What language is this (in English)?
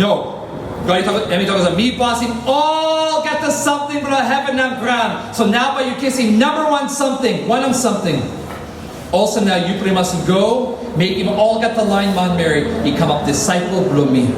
Tok Pisin